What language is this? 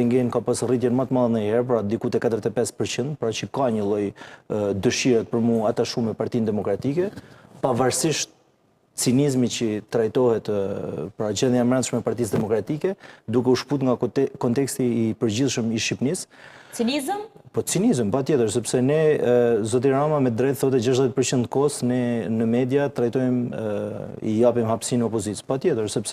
Albanian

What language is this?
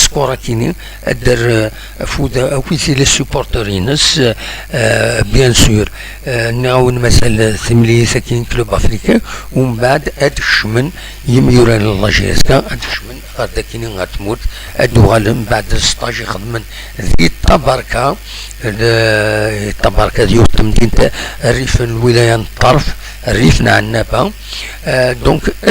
Kabyle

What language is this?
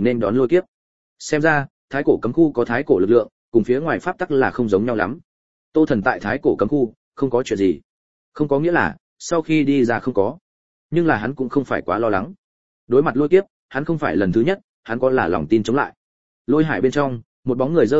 Vietnamese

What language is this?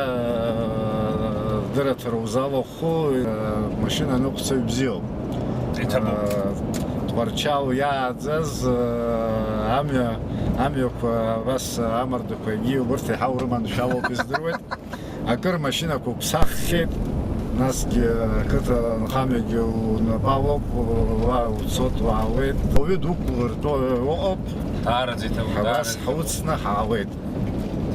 Abkhazian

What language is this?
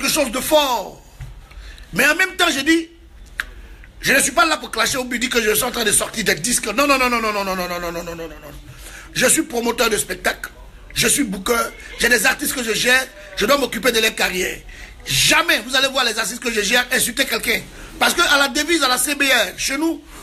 French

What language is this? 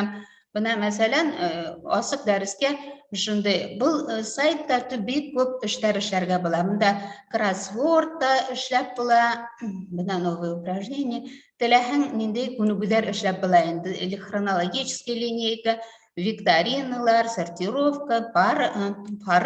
Bashkir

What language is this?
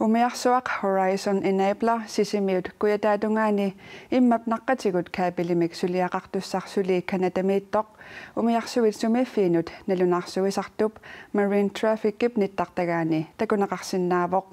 Kalaallisut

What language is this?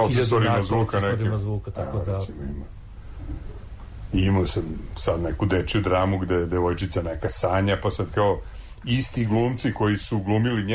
Serbian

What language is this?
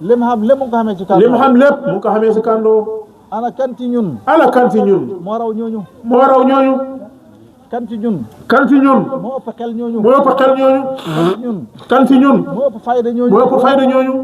Wolof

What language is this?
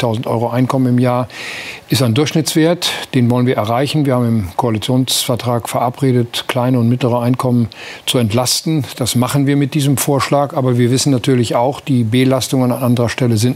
German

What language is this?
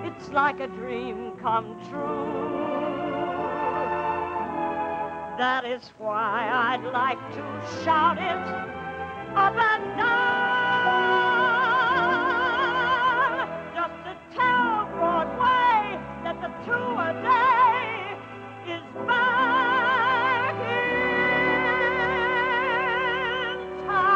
English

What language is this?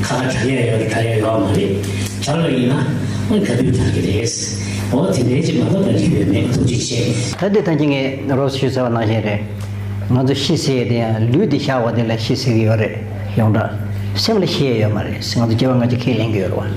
Tibetan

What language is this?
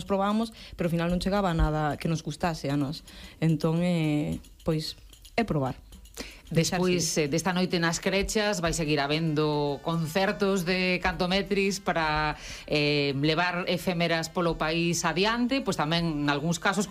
Galician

